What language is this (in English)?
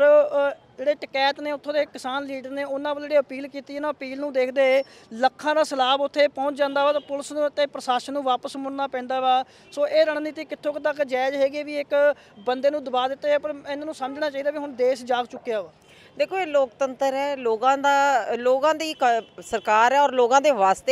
Punjabi